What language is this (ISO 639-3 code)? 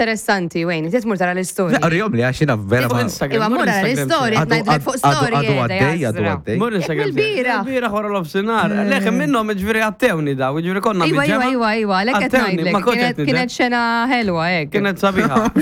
mlt